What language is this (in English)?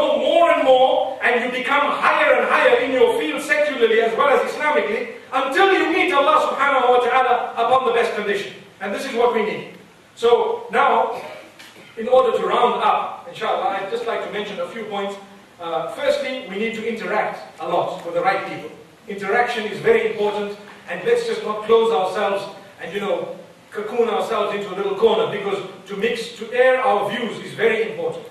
English